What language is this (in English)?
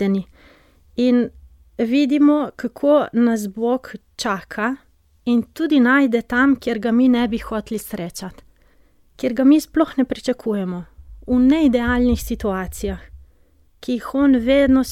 Slovenian